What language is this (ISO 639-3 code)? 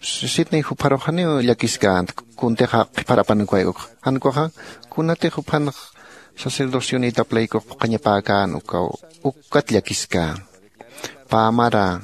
aym